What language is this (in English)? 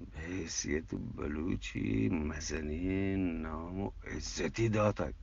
Eastern Balochi